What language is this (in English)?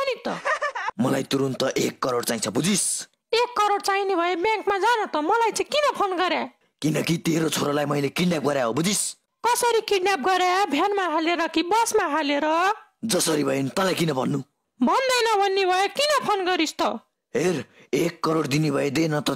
Nepali